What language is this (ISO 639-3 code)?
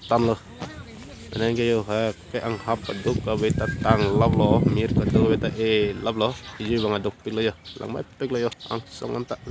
mjw